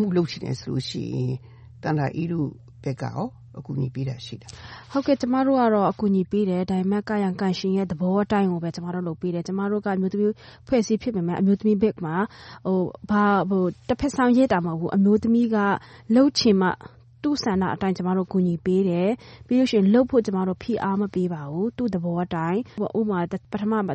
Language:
Burmese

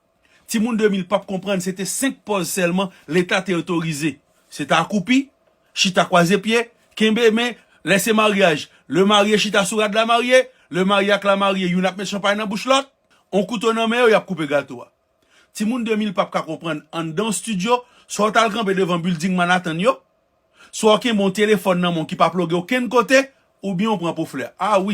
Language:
Haitian Creole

